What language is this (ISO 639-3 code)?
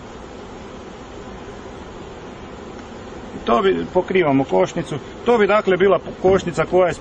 hrv